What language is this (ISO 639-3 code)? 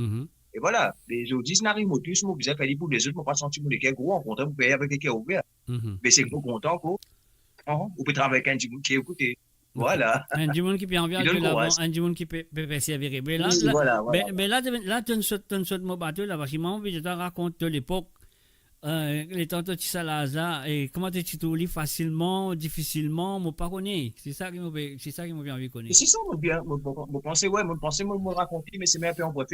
mfe